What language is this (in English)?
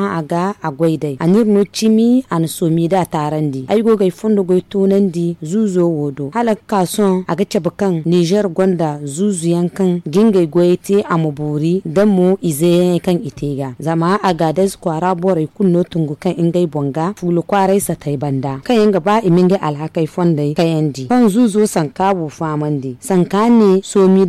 Zarma